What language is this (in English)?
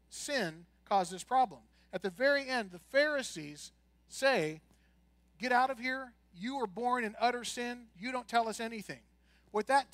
English